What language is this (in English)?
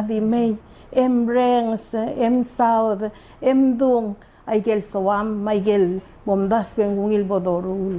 Palauan